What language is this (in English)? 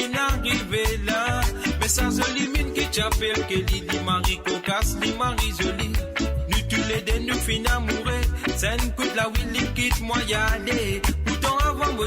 Morisyen